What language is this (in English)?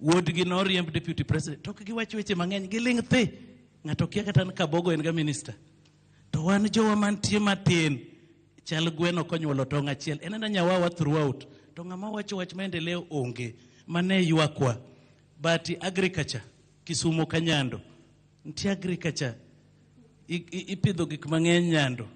Luo (Kenya and Tanzania)